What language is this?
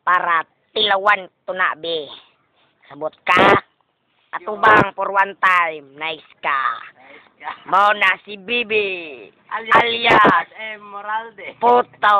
Cebuano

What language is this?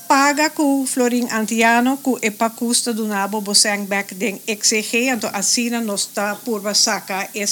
Papiamento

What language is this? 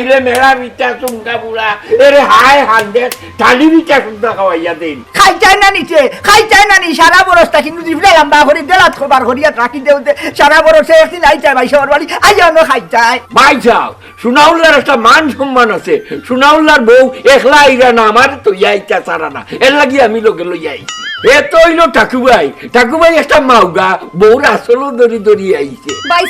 Sylheti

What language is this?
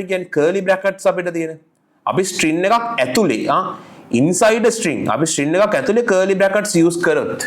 Sinhala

